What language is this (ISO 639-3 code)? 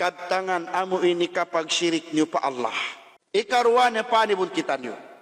tsg